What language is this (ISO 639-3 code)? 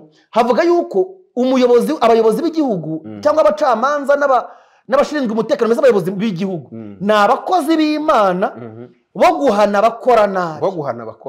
kin